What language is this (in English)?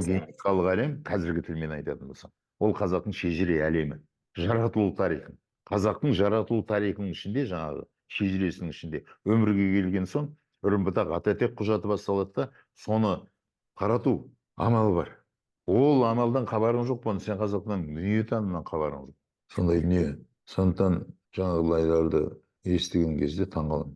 Kazakh